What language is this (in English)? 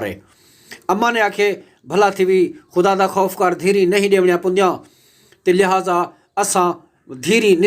Saraiki